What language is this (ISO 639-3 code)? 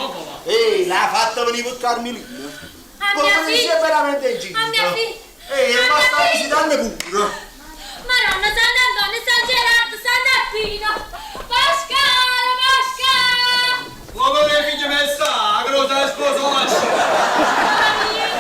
nap